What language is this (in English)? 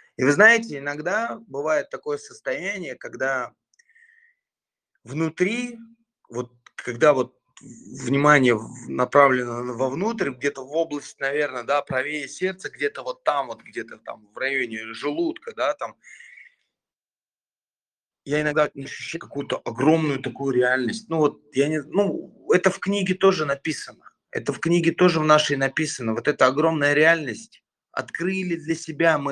Russian